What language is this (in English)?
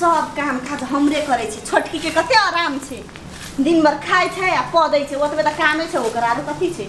Maithili